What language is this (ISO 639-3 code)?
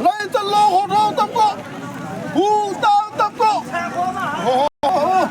nag